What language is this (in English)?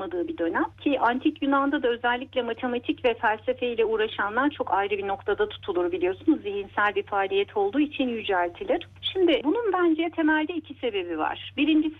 Turkish